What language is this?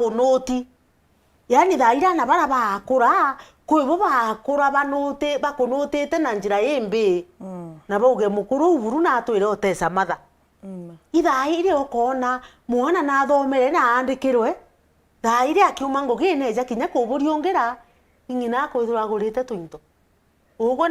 Meru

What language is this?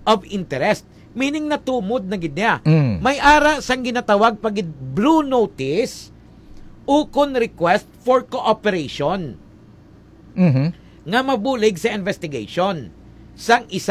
Hiligaynon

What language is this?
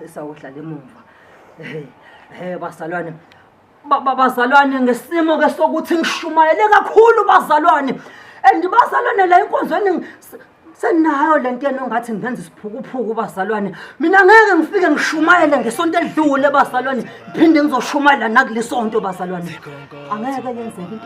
Zulu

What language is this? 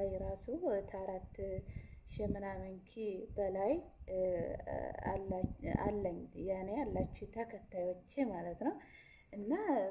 Amharic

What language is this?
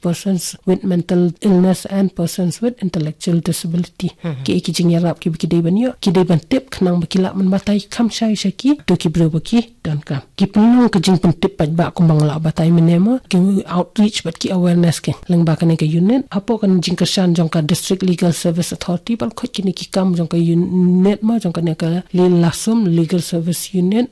Khasi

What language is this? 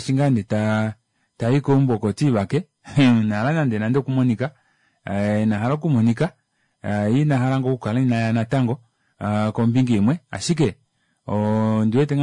Kuanyama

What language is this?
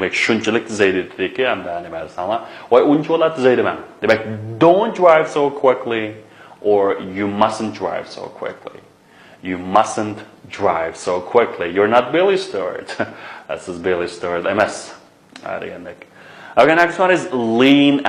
Uyghur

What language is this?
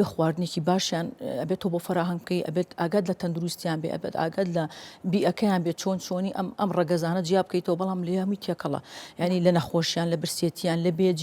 Central Kurdish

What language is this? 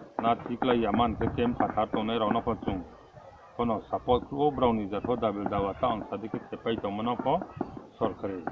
Riang (India)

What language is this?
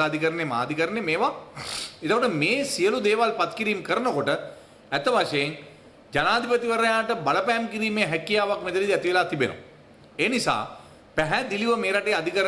Sinhala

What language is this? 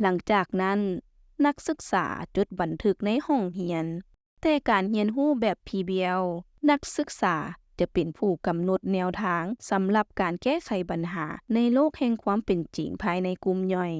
Lao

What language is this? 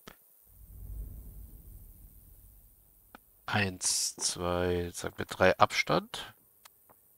German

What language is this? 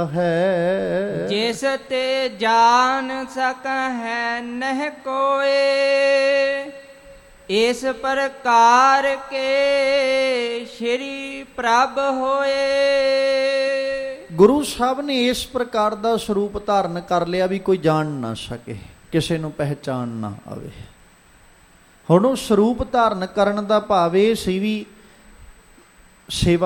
Punjabi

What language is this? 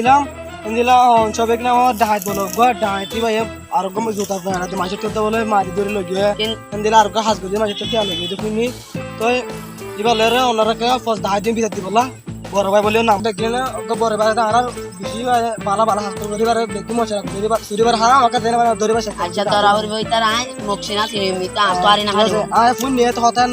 Rohingya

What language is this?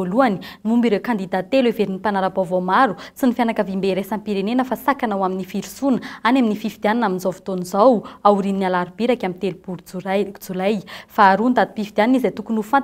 Malagasy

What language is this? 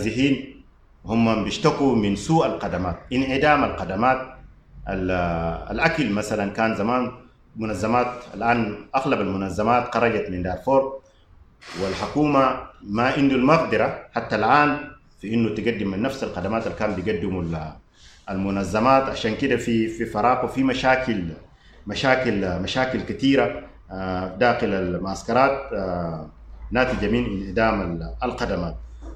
Sudanese Arabic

